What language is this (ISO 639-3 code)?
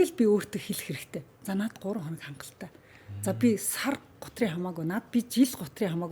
mon